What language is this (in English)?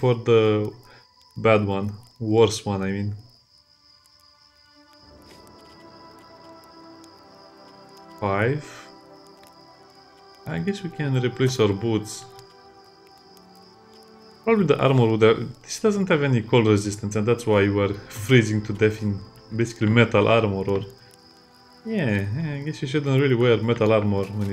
English